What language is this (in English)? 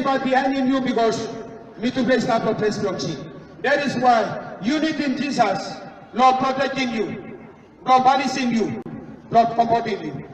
Tok Pisin